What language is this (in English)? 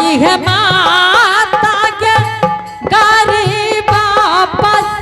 Angika